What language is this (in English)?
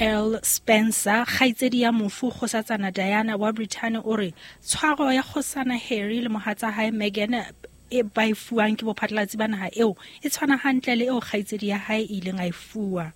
Southern Sotho